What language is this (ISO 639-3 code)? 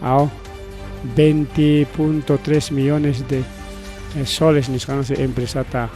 quy